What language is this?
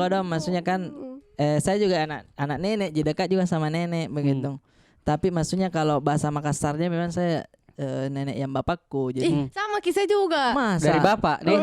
Makassar Malay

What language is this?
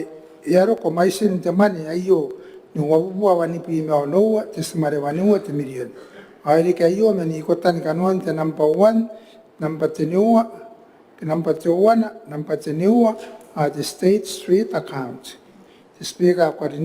Gilbertese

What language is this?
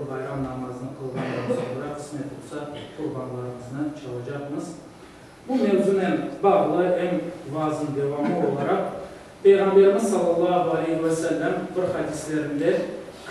Crimean Tatar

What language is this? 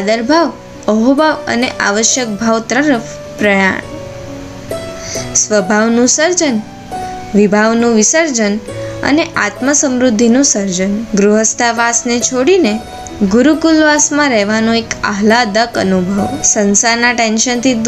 Gujarati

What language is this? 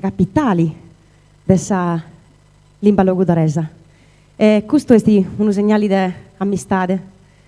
Sardinian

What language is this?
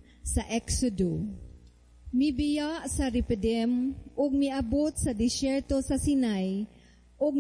Cebuano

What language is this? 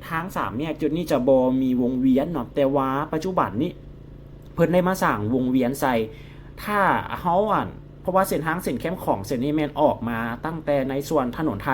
Lao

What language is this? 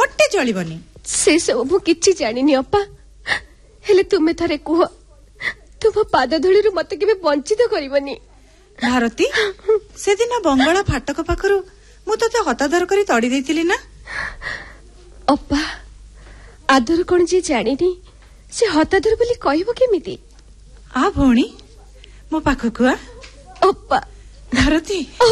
Odia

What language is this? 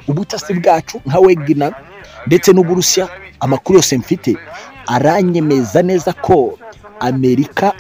Kinyarwanda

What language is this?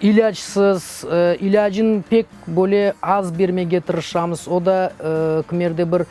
Crimean Tatar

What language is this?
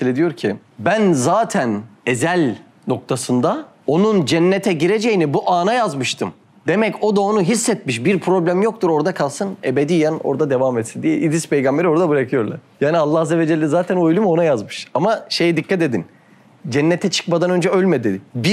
Turkish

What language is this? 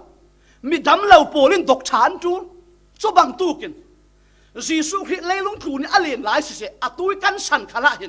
Falam Chin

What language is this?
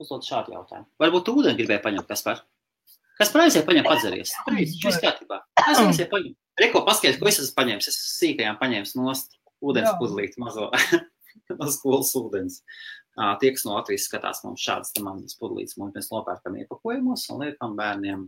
Latvian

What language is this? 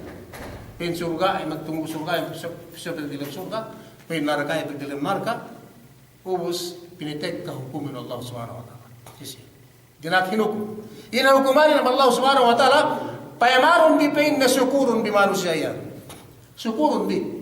Yakan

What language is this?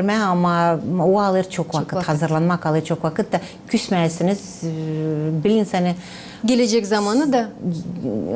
Gagauz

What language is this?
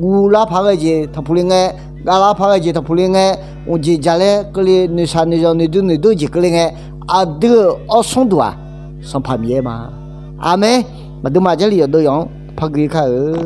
Akha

